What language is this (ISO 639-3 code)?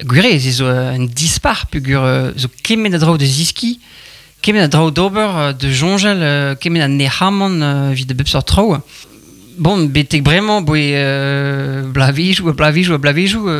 bre